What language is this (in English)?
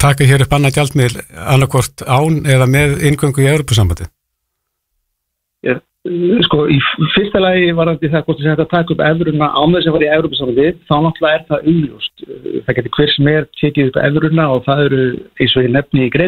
Icelandic